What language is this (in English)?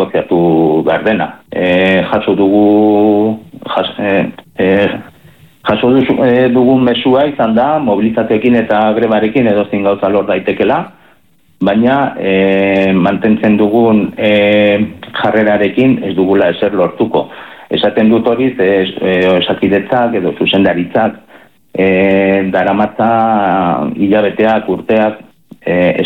Basque